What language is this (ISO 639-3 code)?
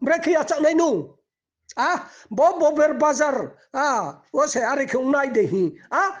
ria